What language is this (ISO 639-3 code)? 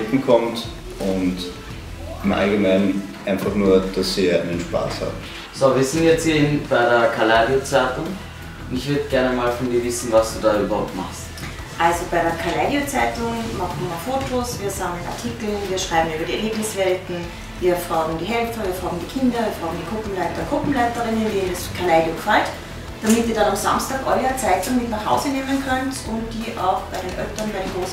deu